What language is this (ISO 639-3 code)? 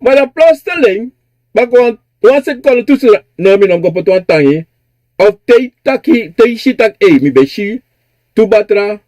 srn